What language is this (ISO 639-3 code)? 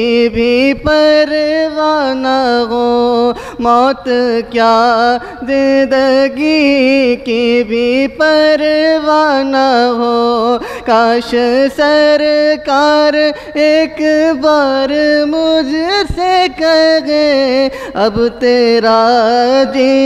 urd